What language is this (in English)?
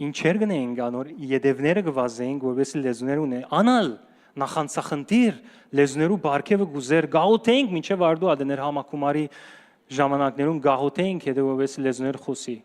Western Armenian